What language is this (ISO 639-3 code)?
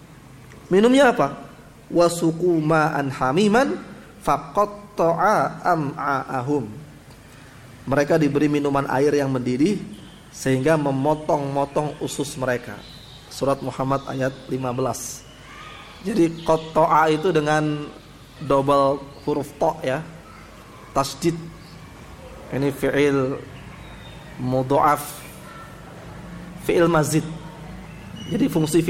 ind